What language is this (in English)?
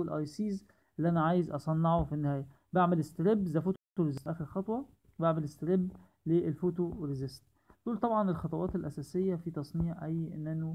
Egyptian Arabic